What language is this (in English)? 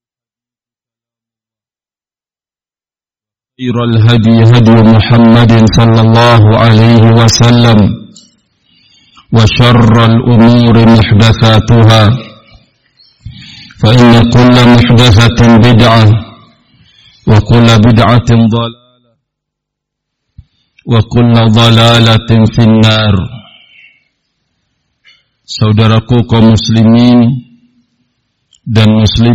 Indonesian